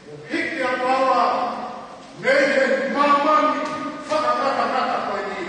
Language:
Tongan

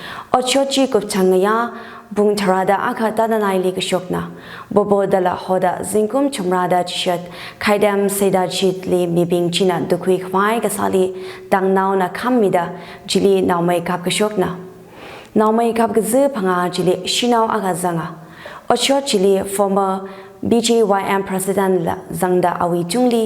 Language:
Tangkhul Naga (India)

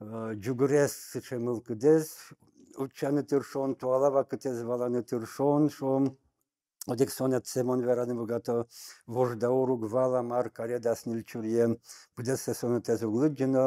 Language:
Udmurt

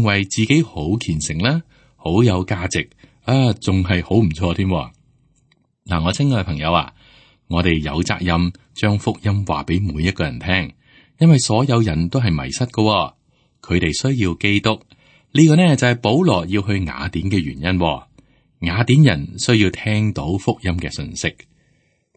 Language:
Cantonese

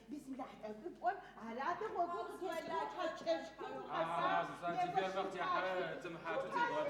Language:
Adyghe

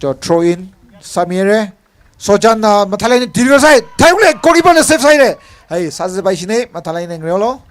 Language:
Tangkhul Naga (India)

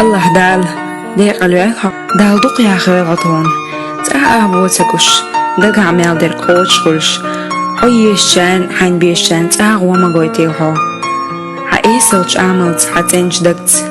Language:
Chechen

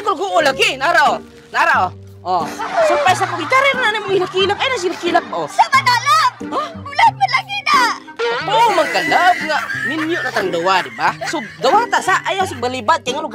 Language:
Cebuano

